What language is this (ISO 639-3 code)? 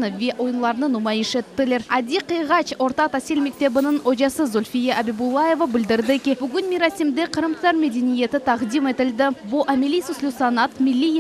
crh